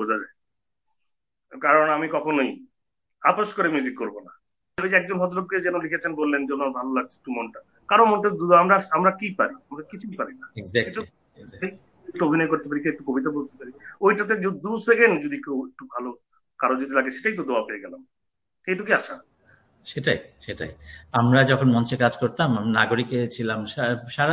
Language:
Bangla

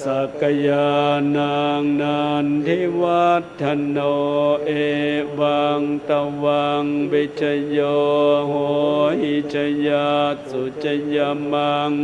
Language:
Pali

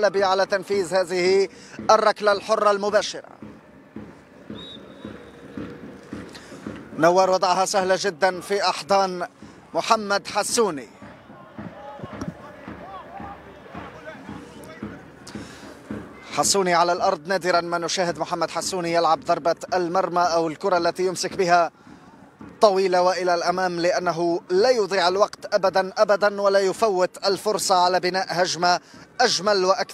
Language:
Arabic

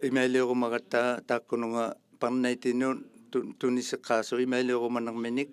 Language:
Inuktitut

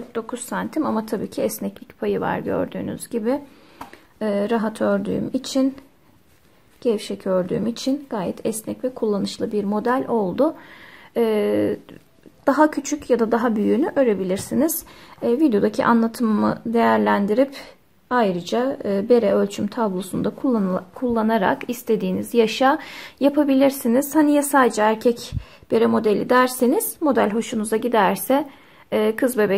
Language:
Turkish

